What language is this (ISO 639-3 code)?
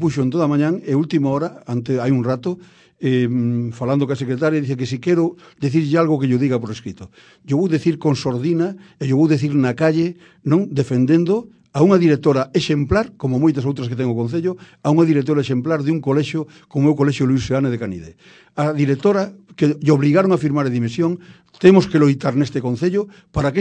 glg